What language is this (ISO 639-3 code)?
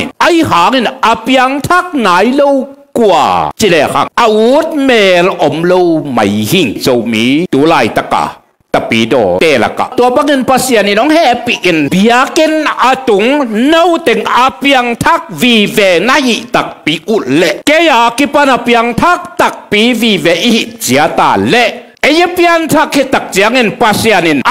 ctd